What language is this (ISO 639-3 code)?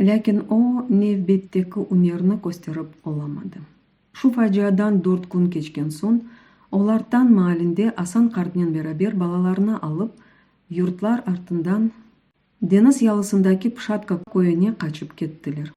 crh